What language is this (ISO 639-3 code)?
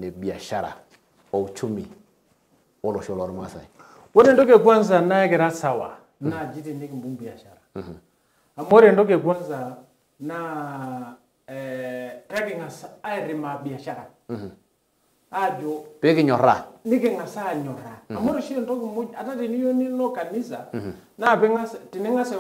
mas